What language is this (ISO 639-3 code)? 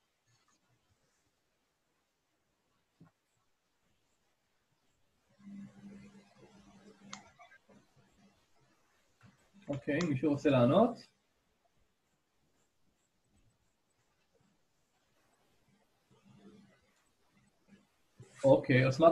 heb